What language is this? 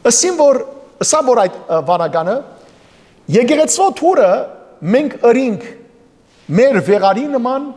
Western Armenian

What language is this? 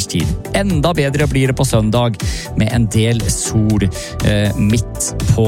Norwegian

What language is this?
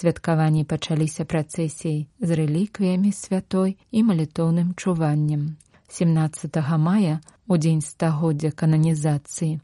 Belarusian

